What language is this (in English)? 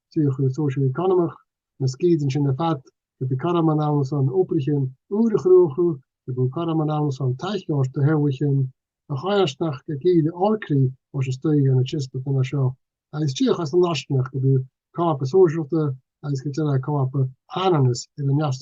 Scottish Gaelic